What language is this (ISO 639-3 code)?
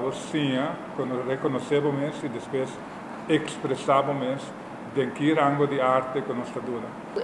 pap